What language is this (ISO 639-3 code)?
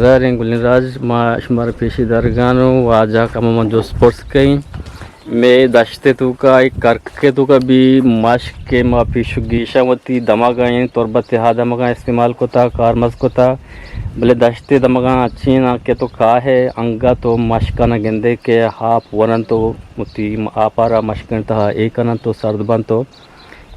bgp